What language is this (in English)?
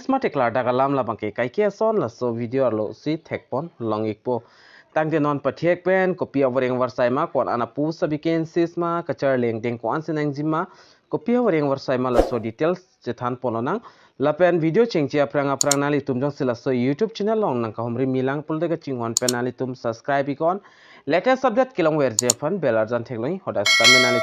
Karbi